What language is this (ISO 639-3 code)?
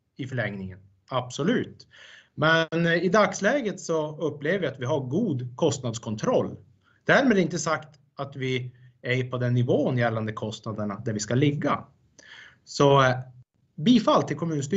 swe